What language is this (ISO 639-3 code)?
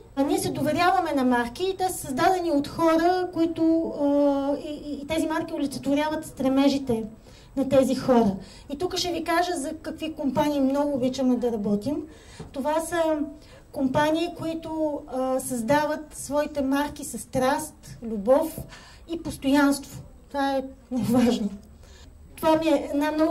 bul